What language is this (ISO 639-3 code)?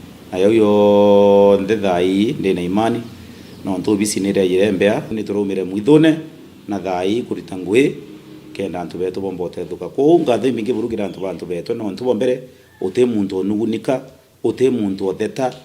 mer